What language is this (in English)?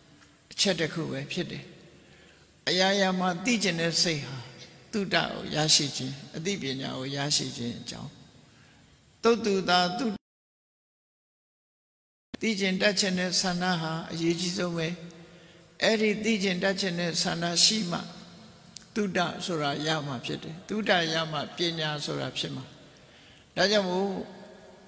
Burmese